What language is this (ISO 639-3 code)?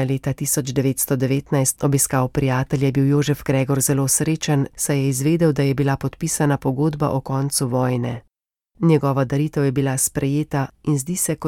slv